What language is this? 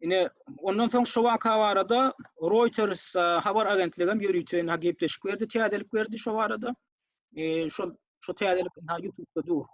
Turkmen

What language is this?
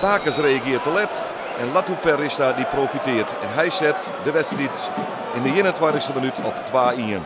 Western Frisian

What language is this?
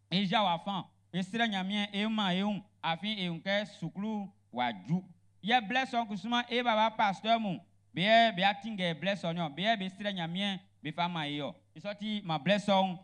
Baoulé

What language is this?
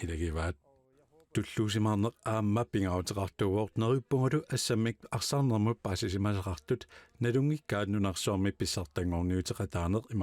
Kalaallisut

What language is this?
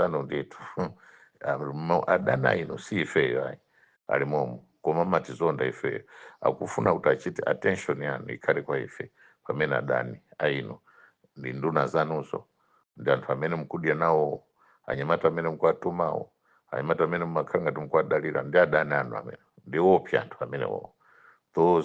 Nyanja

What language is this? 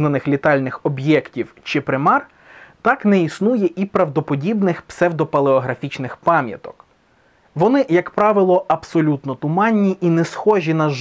Ukrainian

